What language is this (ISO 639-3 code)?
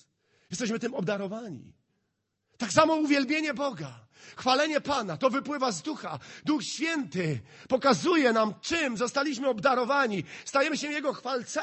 pol